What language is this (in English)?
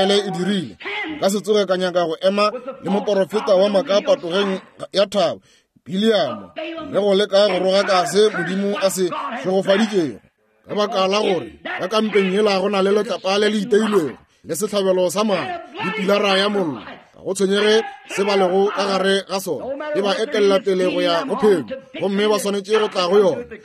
Northern Sotho